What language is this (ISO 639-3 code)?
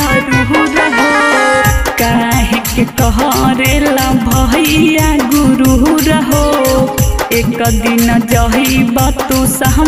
bho